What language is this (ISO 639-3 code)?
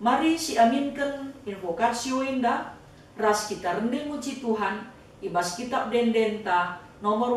btx